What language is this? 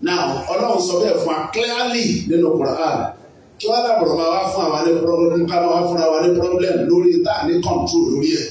Yoruba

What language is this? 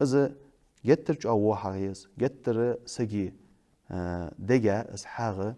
Ingush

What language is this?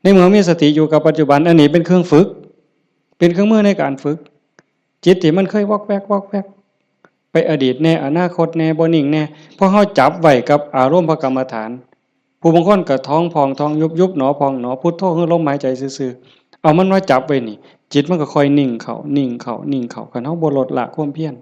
Lao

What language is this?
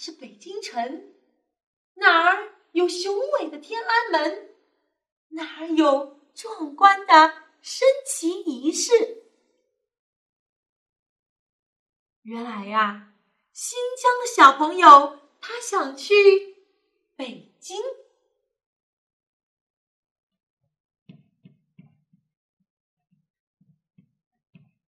Chinese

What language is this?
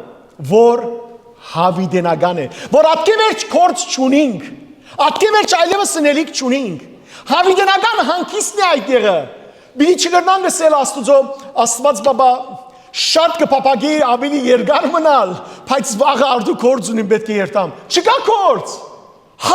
Western Armenian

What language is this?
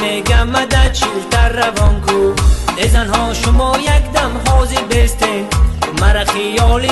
Tajik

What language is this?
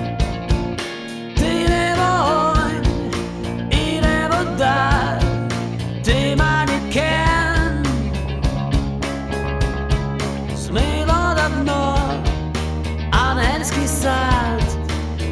Ukrainian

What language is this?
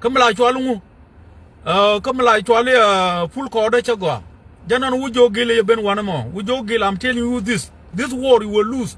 Nuer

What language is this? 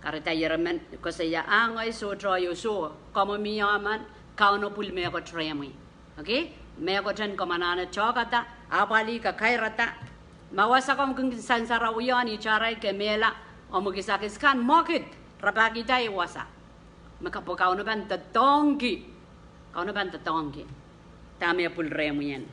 Pohnpeian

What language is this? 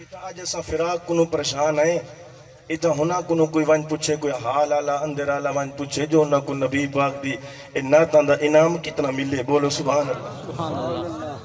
Saraiki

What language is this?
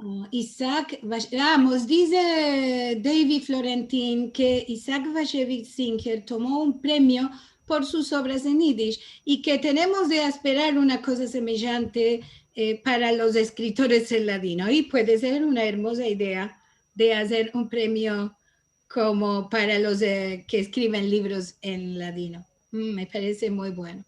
Ladino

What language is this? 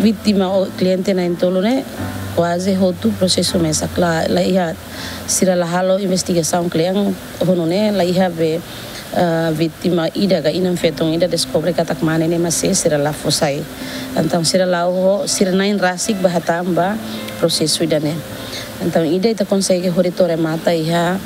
Tetum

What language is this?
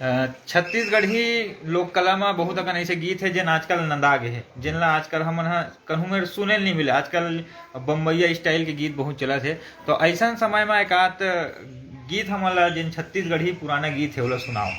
Chhattisgarhi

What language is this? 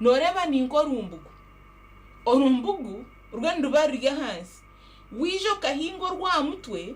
Nyankole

